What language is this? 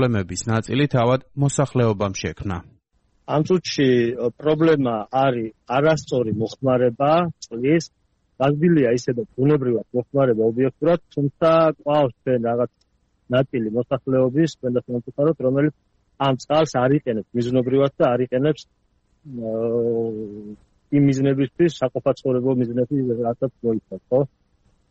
Georgian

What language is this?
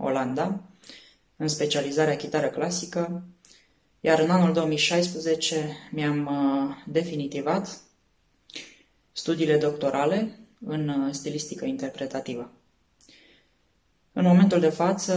Romanian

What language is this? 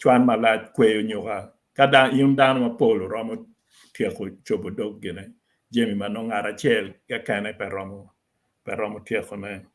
Acoli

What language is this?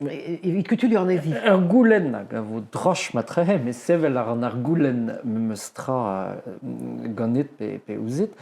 Breton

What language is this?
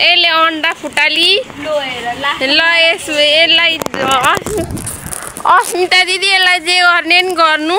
Nepali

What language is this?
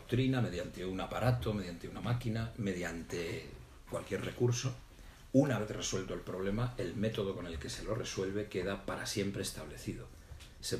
Spanish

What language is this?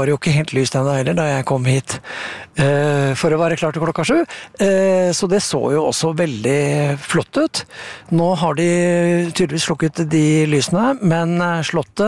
Norwegian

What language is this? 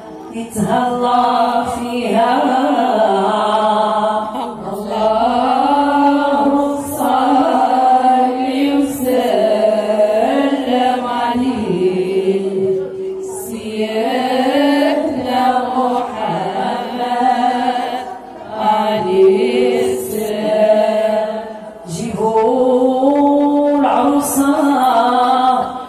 Moroccan Arabic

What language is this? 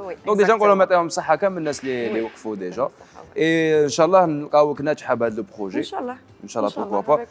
Algerian Arabic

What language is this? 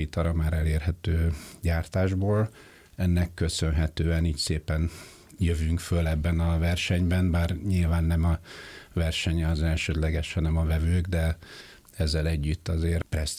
Hungarian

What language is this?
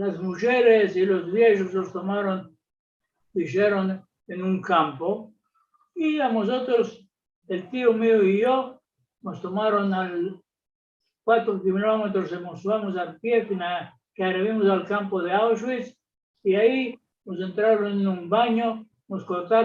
Ladino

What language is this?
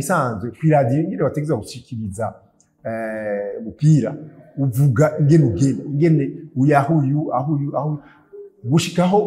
Rundi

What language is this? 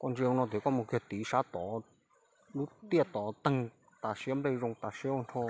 Hmong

